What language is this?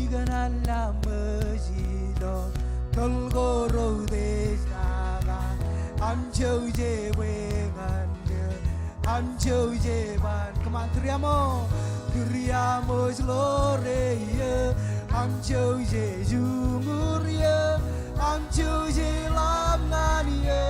Marshallese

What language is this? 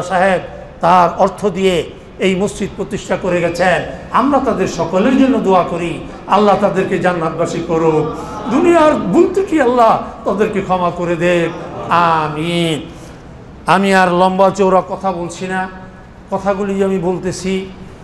Bangla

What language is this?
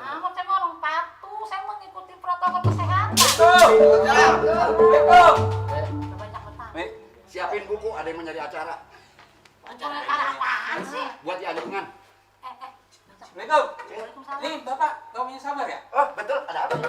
Betawi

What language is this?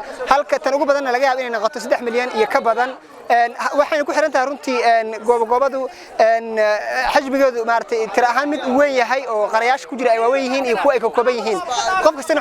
Somali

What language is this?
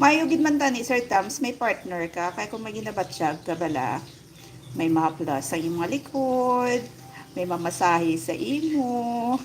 Hiligaynon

